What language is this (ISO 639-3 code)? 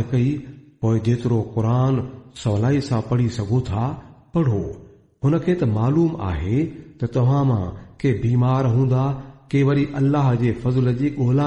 snd